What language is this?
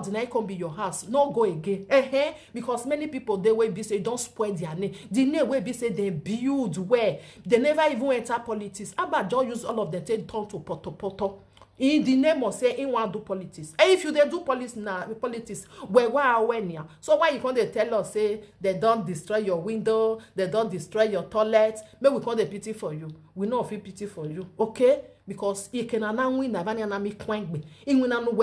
Nigerian Pidgin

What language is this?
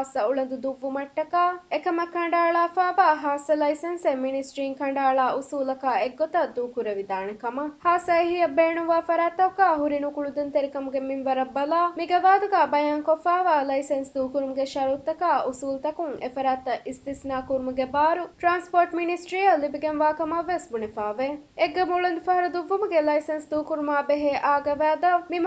Divehi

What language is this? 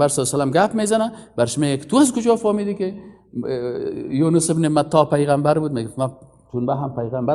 Persian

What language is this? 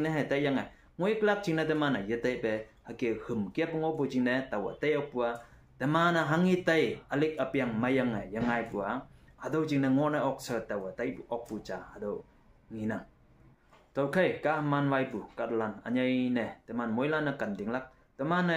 Konyak Naga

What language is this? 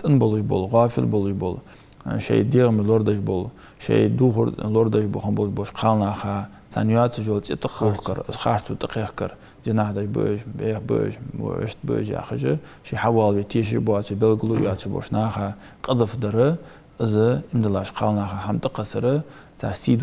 Ingush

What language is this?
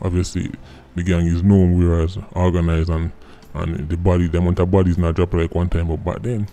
Jamaican Creole English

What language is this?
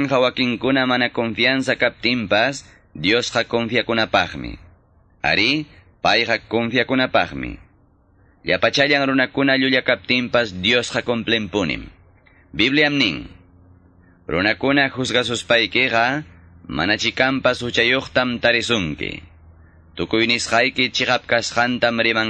Quechua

